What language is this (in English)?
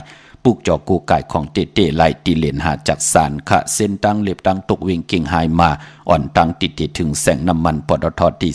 Shan